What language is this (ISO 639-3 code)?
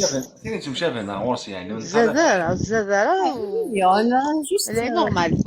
kab